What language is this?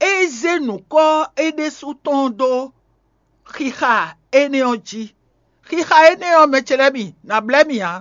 Fon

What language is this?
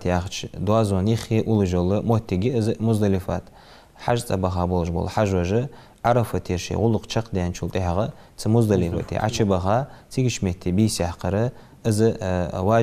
Ingush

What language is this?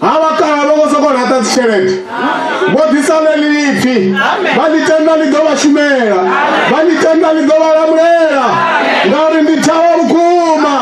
Venda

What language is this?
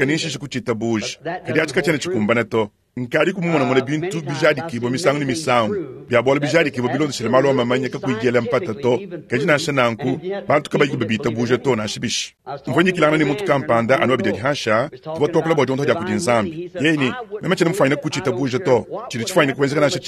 Luba-Lulua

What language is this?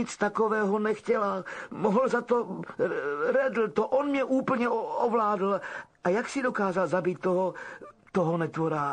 Czech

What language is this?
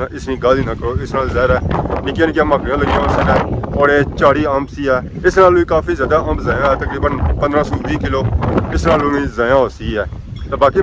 Pahari-Potwari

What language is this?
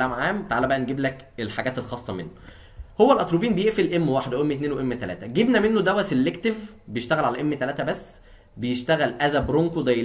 Egyptian Arabic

